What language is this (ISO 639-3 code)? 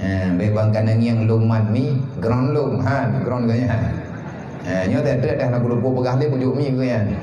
ace